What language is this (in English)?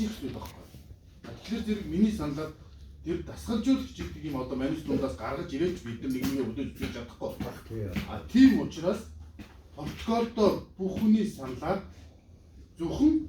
Mongolian